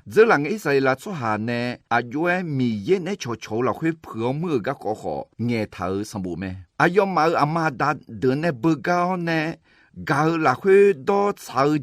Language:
Akha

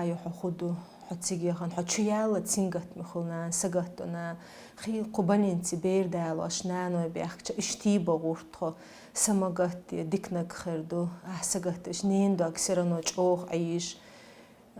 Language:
Chechen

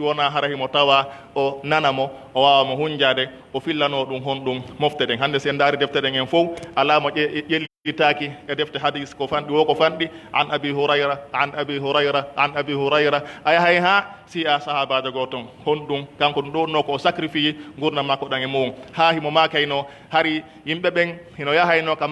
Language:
Pular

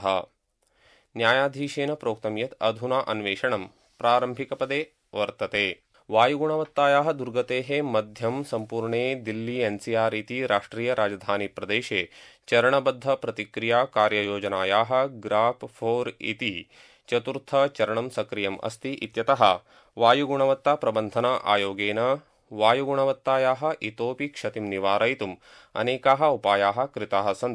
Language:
Sanskrit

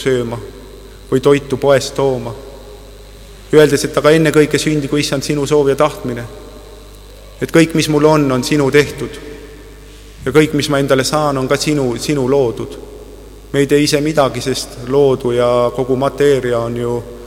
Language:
Estonian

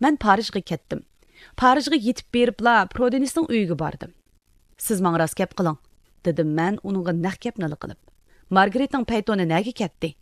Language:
Uyghur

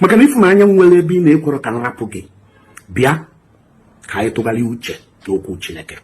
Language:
Igbo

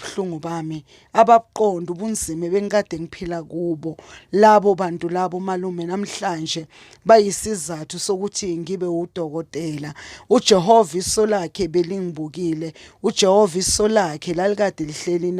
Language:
Zulu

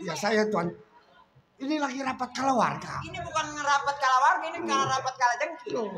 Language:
Betawi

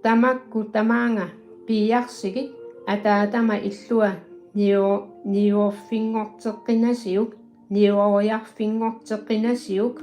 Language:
Kalaallisut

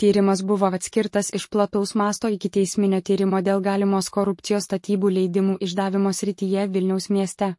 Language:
Lithuanian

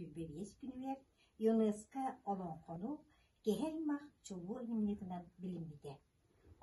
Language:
Yakut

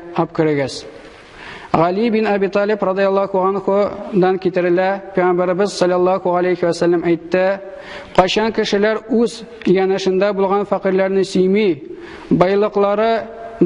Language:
Tatar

